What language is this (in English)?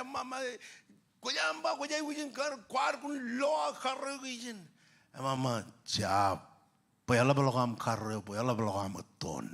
Marshallese